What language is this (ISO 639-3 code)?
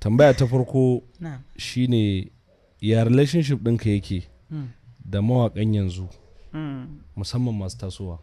hau